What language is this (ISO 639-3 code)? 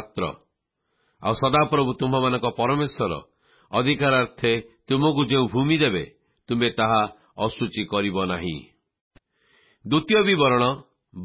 ori